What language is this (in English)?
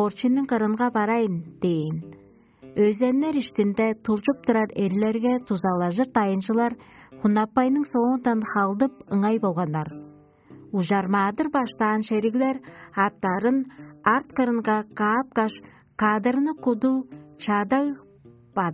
Tuvinian